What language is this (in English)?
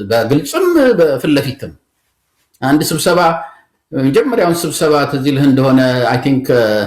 Amharic